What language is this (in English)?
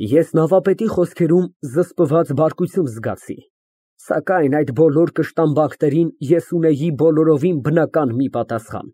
Armenian